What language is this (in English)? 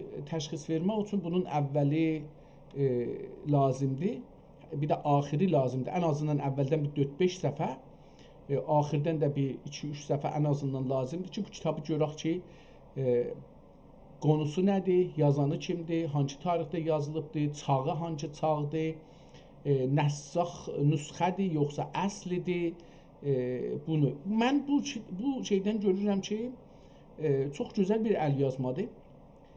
South Azerbaijani